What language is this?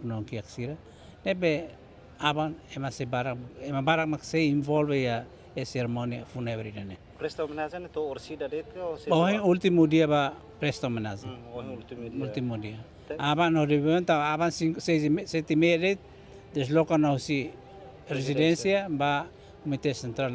Tetum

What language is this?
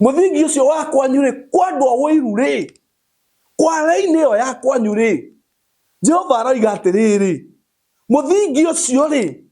Kikuyu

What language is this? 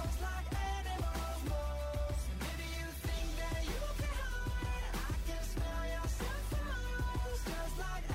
English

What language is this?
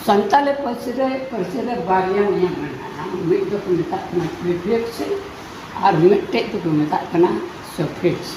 Santali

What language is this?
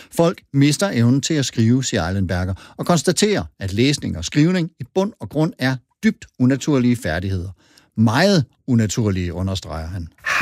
Danish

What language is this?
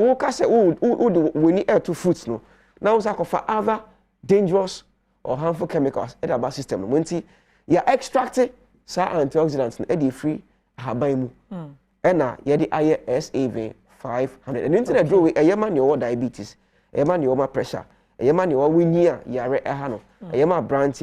Akan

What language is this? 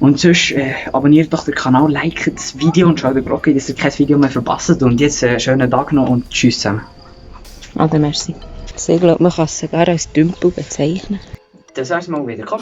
Swiss German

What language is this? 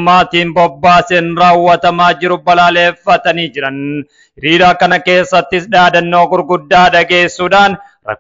Oromo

